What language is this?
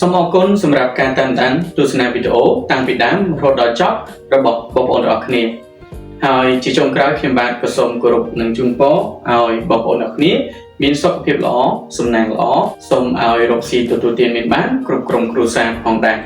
Khmer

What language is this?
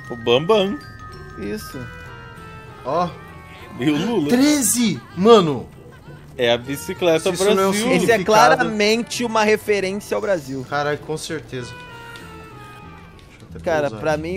Portuguese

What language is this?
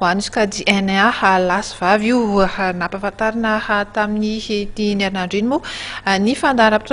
Malagasy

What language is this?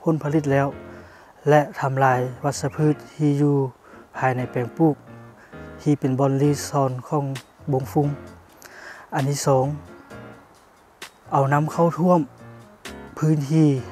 Lao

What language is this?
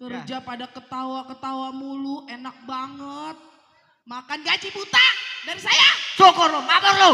Betawi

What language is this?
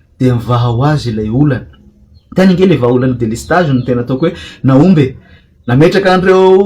Malagasy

